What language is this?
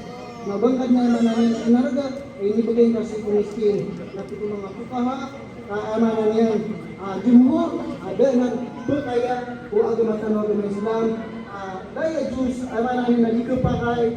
Maranao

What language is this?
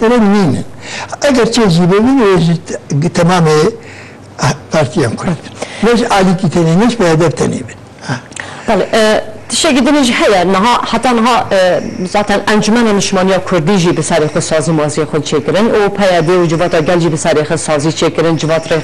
Kurdish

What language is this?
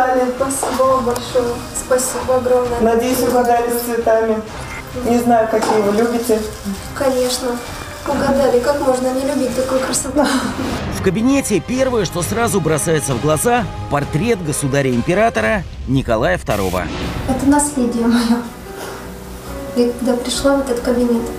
Russian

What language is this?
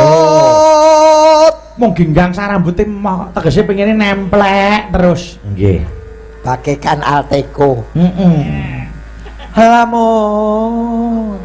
Javanese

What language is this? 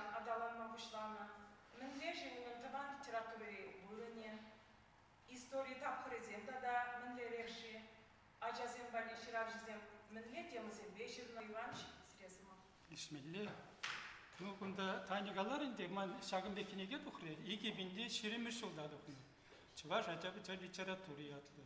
Chuvash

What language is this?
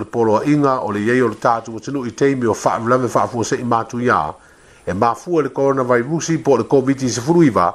Samoan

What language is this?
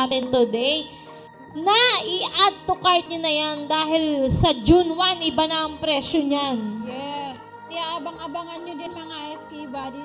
Filipino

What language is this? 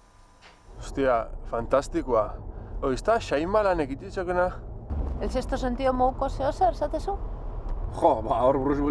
Basque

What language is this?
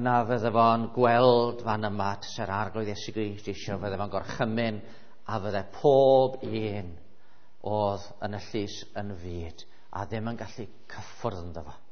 Welsh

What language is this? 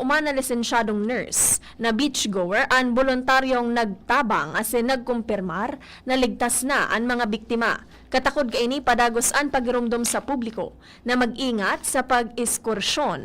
Bikol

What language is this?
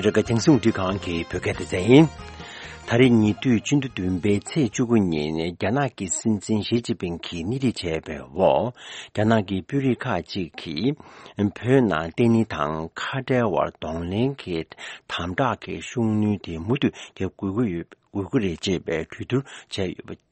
Tibetan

